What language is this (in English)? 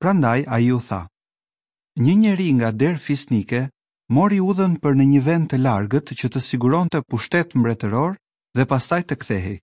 Albanian